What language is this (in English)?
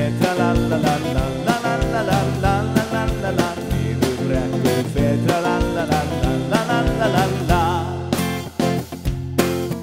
Icelandic